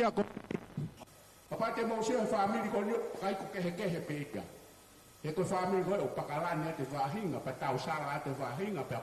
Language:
Tongan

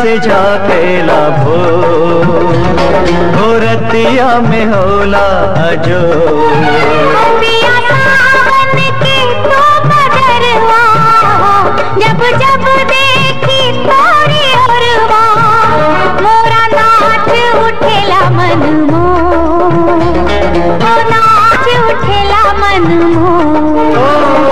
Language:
Bhojpuri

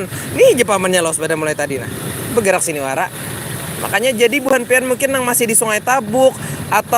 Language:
Banjar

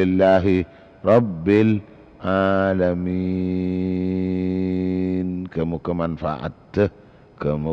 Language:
Madurese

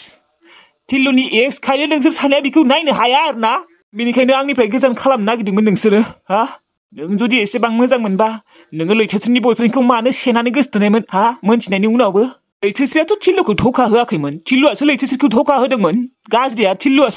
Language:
Bodo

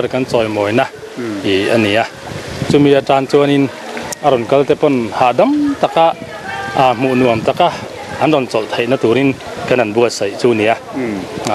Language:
Mizo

